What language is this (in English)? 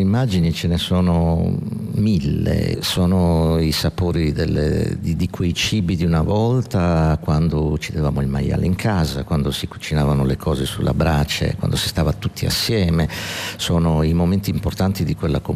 Italian